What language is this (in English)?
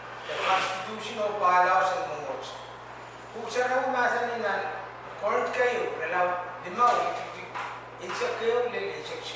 Pohnpeian